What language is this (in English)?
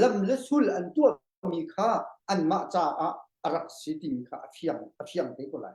Hakha Chin